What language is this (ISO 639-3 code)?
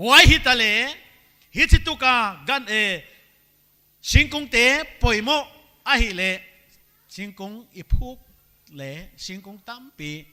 pck